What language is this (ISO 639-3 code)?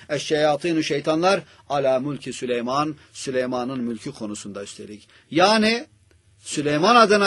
tur